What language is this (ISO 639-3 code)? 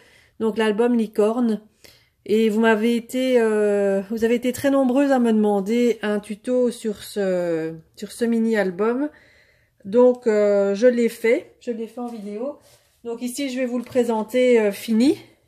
fra